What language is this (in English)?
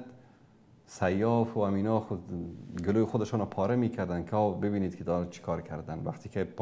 Persian